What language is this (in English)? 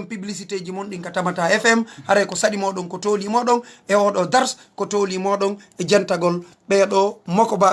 Fula